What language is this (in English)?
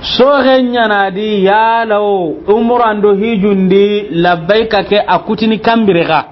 Soninke